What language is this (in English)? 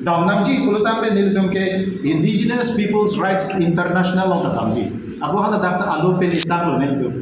Karbi